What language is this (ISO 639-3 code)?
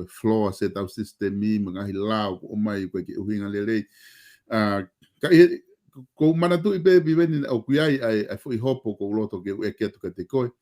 ton